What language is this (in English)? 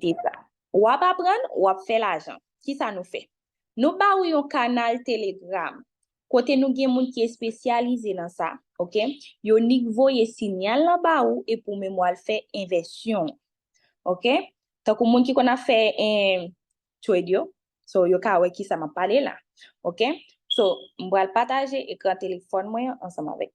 Haitian Creole